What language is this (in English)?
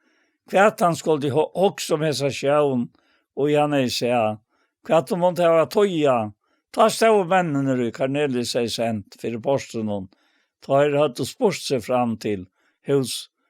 Faroese